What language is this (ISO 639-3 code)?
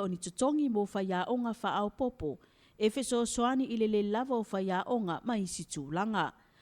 smo